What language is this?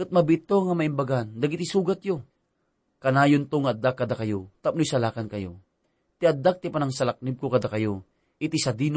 Iloko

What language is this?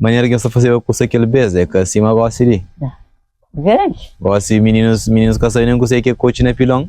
Kabuverdianu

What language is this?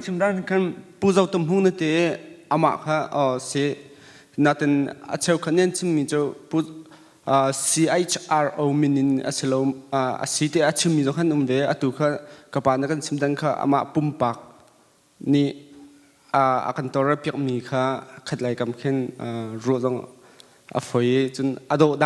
Hakha Chin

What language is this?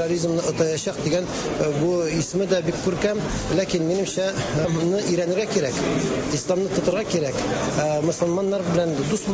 Tatar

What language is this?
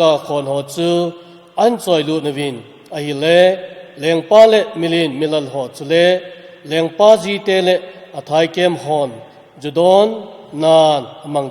Thado Chin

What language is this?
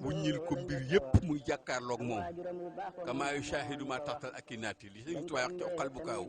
Wolof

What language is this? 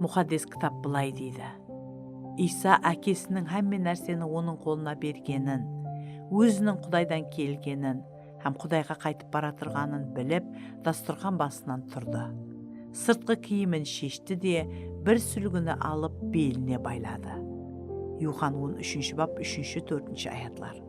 Kara-Kalpak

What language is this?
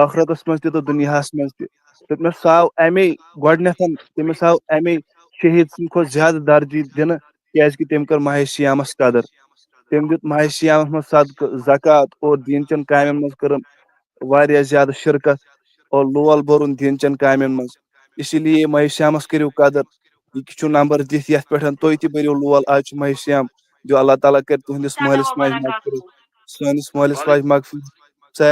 Kashmiri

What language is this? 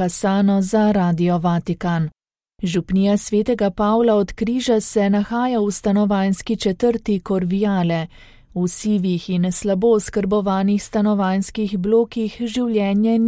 Slovenian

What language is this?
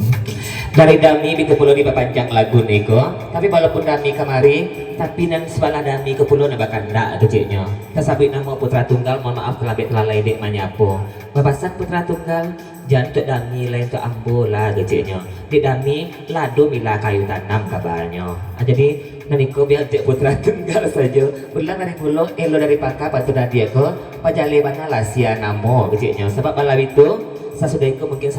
Minangkabau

